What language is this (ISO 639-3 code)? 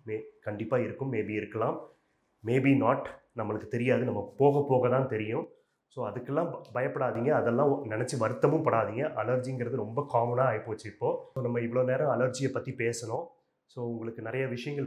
tam